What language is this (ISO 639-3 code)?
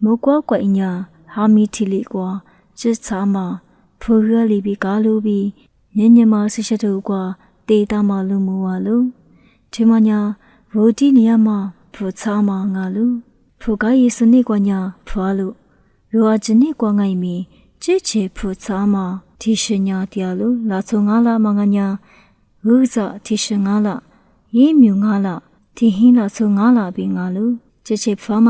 lis